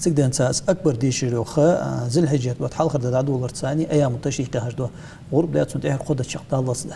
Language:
Ingush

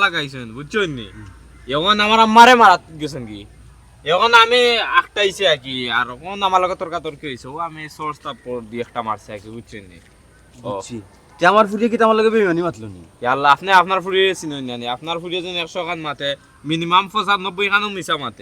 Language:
Sylheti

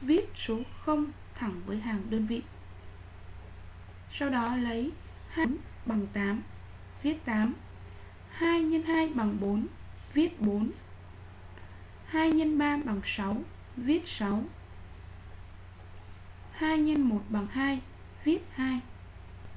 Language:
Vietnamese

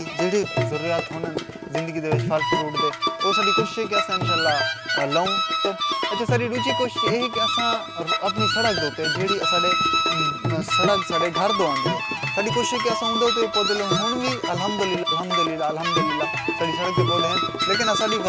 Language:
Saraiki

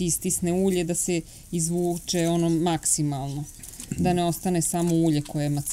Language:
Serbian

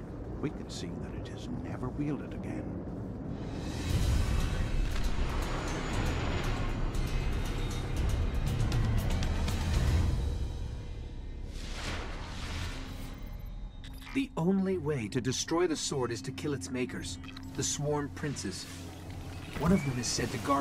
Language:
English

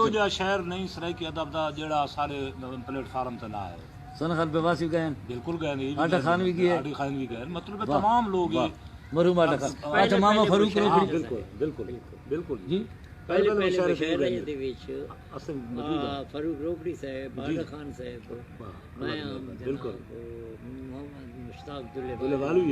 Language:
Saraiki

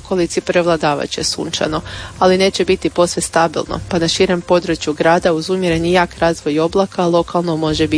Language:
Croatian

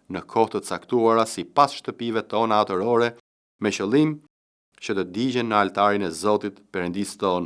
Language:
Albanian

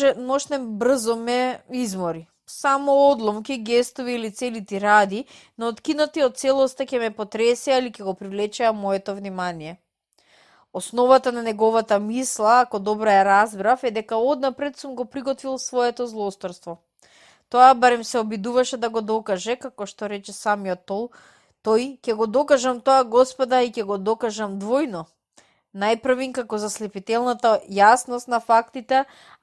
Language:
Macedonian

